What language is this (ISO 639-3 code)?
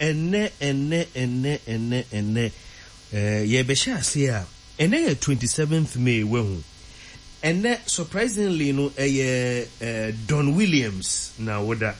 aka